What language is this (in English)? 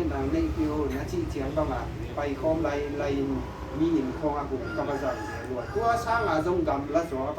Tedim Chin